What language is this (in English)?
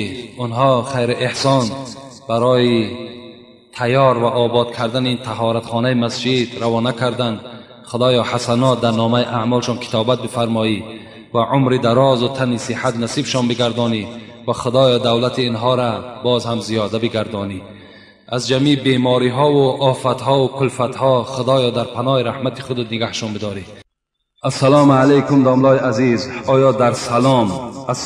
Tajik